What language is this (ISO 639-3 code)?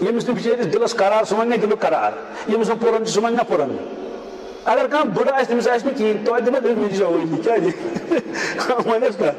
kas